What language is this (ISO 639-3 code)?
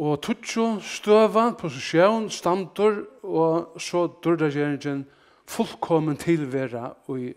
fao